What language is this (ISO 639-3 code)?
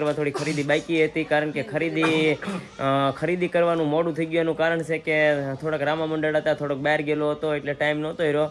guj